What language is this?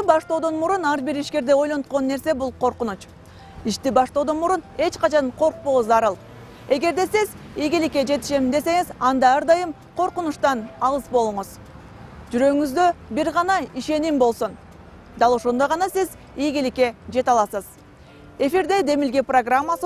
Kyrgyz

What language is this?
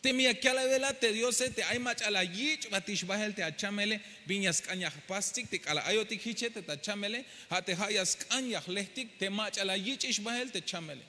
Tzeltal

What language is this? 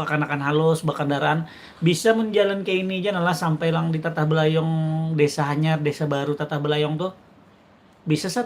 Banjar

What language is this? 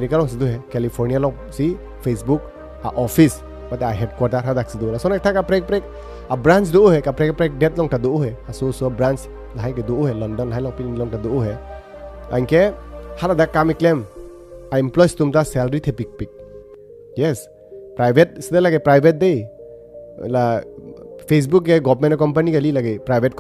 Karbi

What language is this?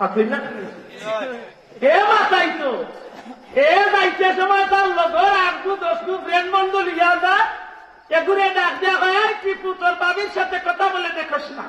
Sylheti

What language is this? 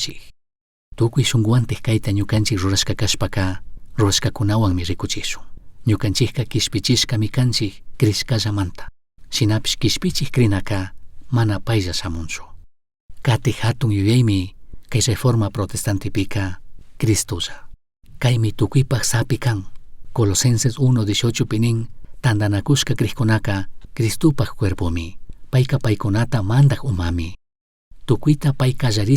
Chimborazo Highland Quichua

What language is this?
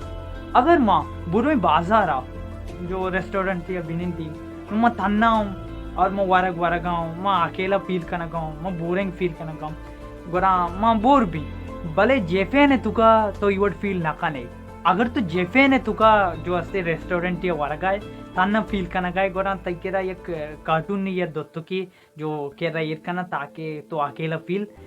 Baluchi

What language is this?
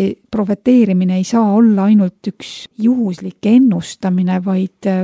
Estonian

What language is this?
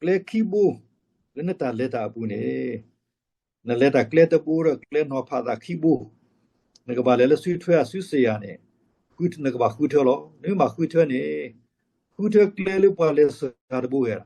S'gaw Karen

